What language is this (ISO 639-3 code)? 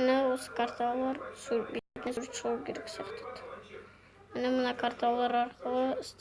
kaz